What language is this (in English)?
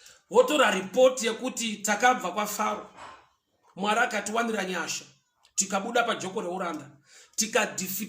Shona